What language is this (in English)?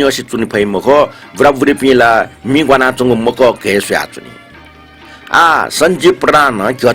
Newari